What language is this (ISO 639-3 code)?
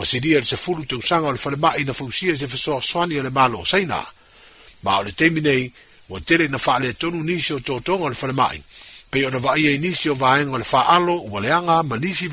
smo